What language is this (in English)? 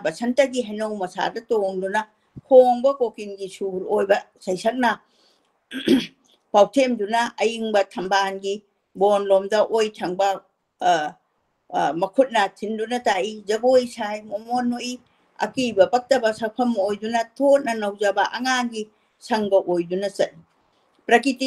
Manipuri